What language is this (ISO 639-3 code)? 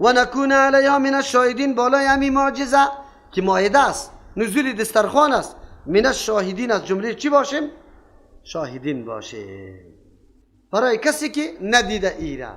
fas